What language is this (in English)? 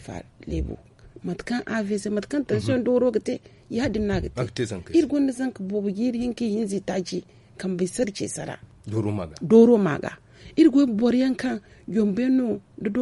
Zarma